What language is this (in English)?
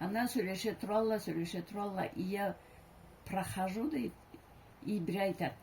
Karachay-Balkar